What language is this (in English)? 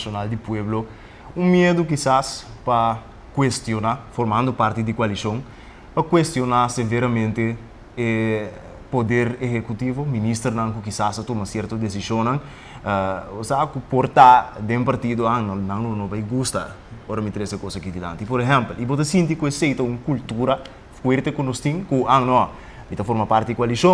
Papiamento